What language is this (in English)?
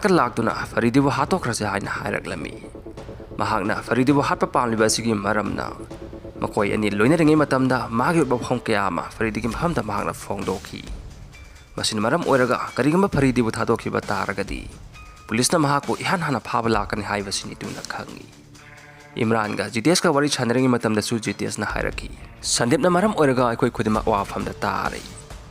Manipuri